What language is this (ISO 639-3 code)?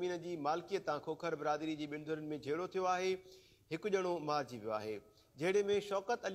snd